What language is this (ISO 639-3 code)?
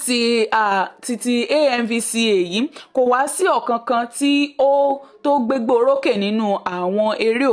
yor